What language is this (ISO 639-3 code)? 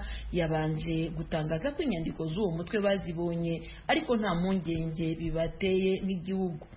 kin